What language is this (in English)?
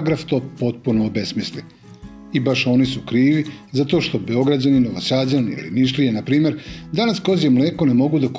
Serbian